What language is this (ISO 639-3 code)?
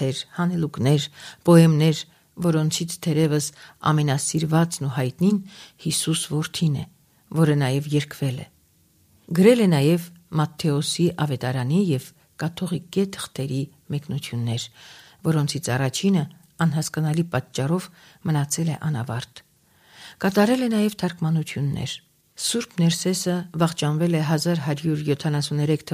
hye